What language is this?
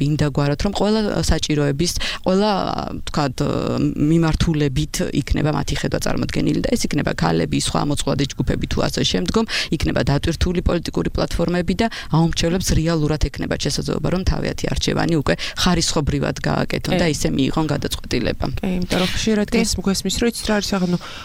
Georgian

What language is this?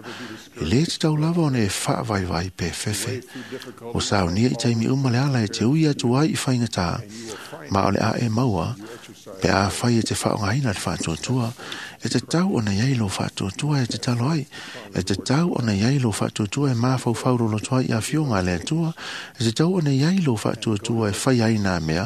Samoan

